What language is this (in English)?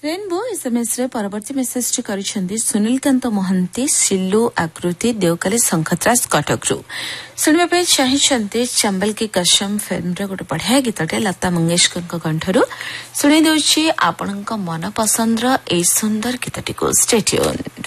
Odia